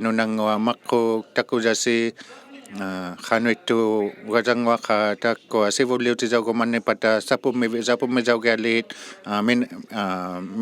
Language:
Inuktitut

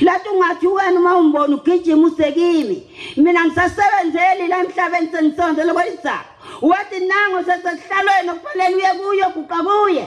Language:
Zulu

